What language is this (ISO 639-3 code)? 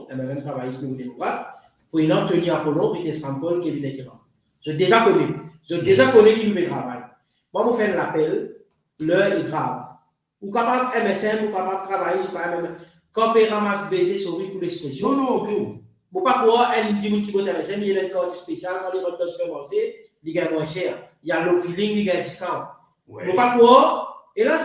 mfe